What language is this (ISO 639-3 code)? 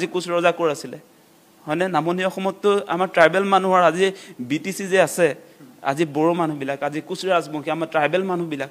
asm